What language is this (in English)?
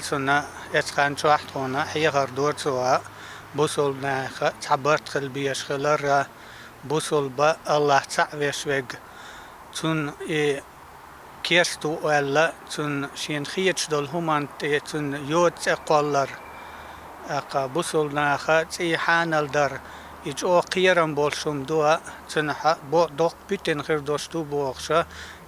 Chechen